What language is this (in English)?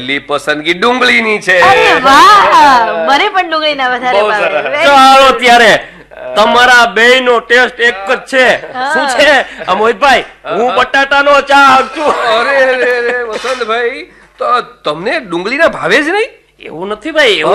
Gujarati